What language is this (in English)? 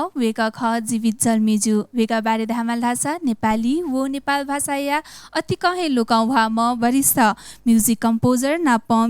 Newari